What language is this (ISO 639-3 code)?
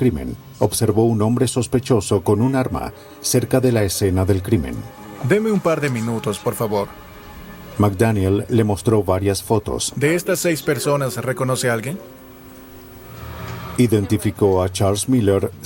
spa